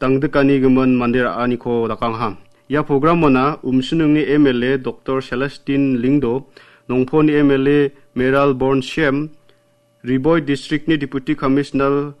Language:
Garo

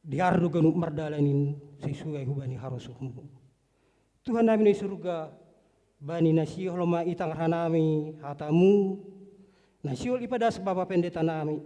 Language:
Batak Simalungun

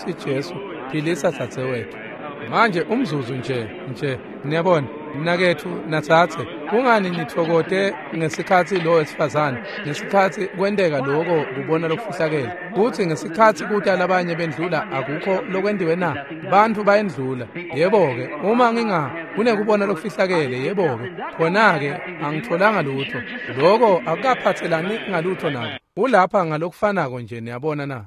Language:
Swati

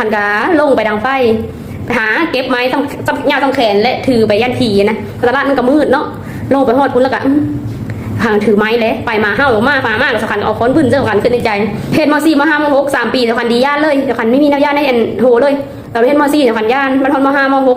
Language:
Lao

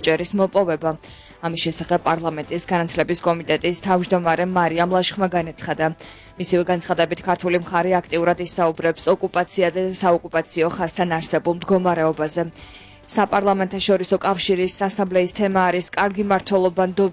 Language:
Georgian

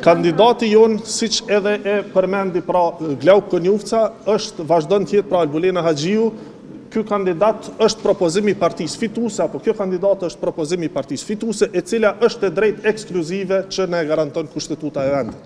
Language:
Albanian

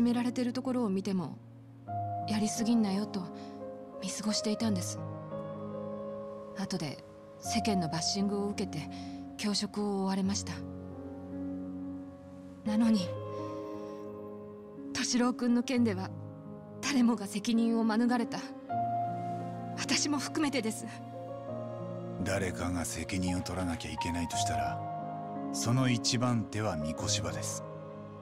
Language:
Japanese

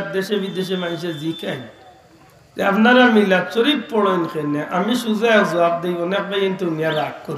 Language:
Sylheti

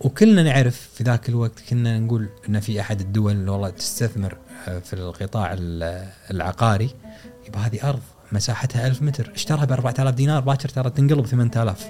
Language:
Gulf Arabic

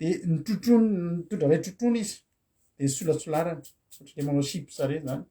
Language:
Malagasy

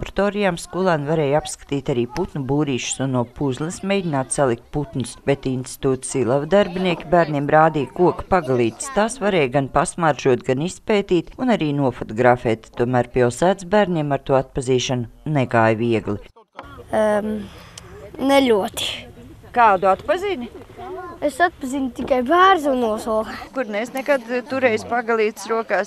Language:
Latvian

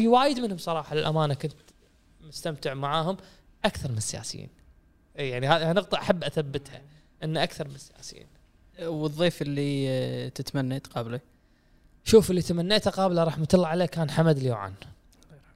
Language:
Gulf Arabic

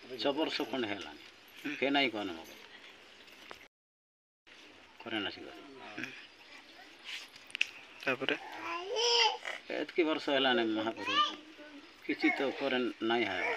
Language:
Odia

